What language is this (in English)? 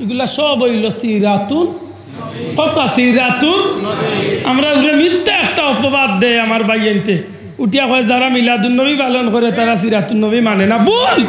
Sylheti